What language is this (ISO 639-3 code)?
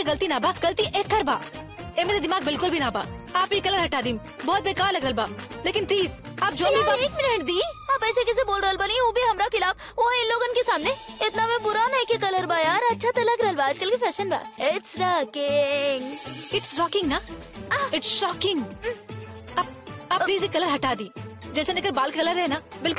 bho